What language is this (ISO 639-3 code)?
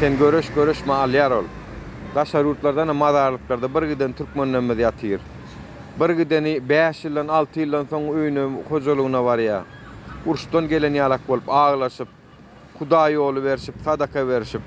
tuk